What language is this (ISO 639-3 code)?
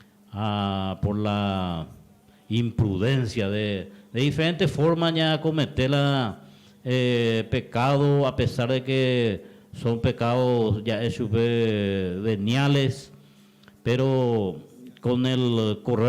grn